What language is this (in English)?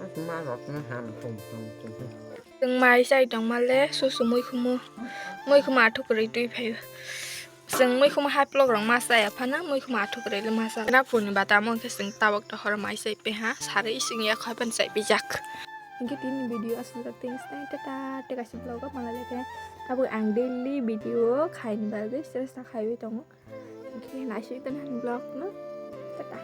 Kok Borok